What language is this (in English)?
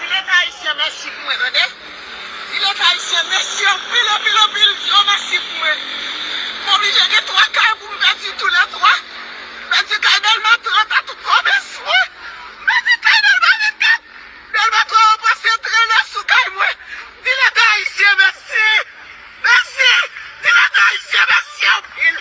Haitian Creole